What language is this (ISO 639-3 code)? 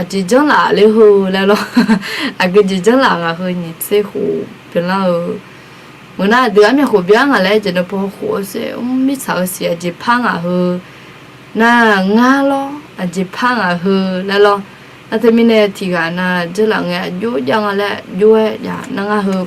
ahk